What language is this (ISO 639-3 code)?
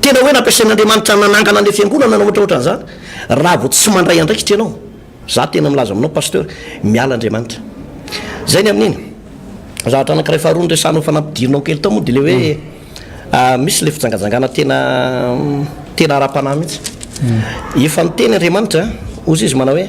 mlg